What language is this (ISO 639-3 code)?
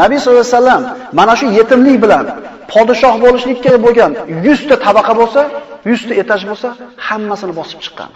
uzb